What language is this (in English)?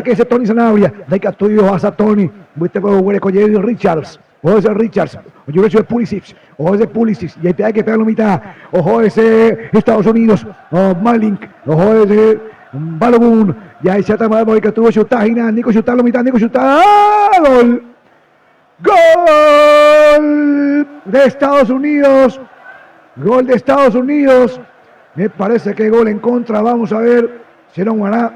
Guarani